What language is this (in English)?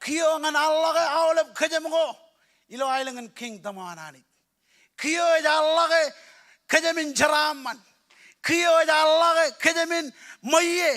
Marshallese